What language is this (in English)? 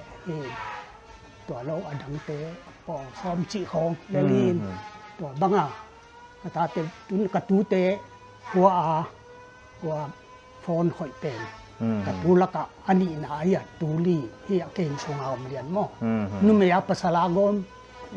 Paite Chin